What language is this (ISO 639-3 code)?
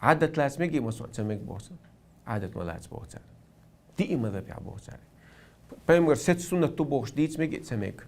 che